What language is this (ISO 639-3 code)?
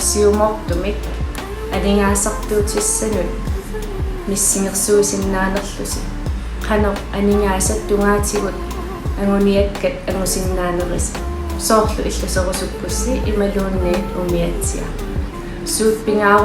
kal